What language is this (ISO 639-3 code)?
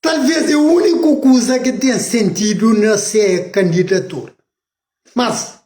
kea